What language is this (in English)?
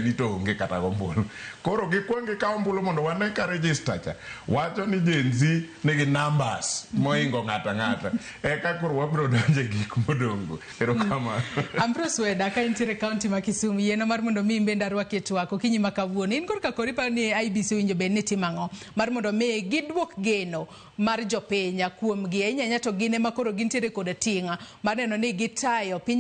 Luo (Kenya and Tanzania)